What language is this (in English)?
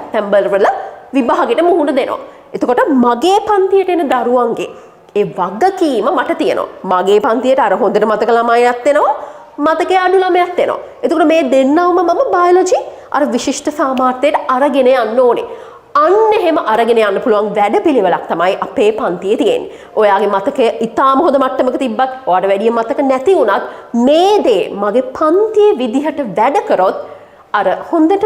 Sinhala